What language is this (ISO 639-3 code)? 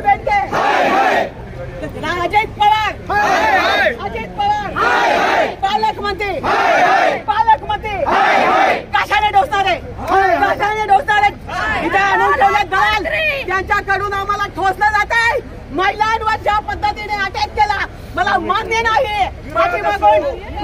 mar